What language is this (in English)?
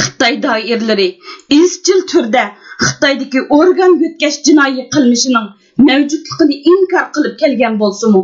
Uyghur